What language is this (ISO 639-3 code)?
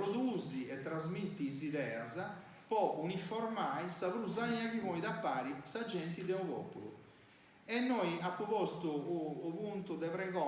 srd